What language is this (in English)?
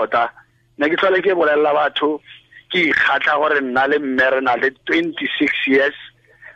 Tswana